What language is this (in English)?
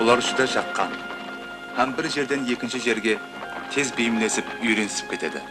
Kara-Kalpak